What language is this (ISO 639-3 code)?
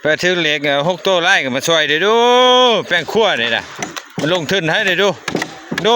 lao